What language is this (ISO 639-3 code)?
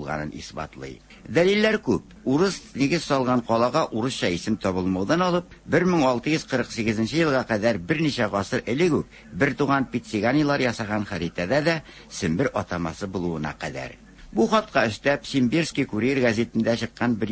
tat